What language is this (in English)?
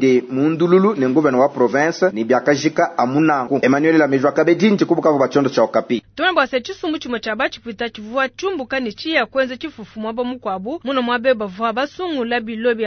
Luba-Lulua